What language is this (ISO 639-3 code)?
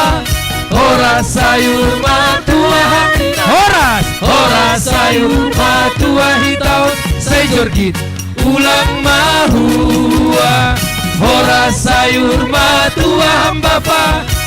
bts